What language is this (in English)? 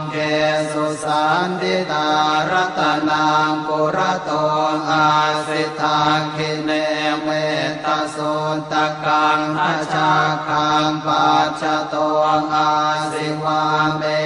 Pali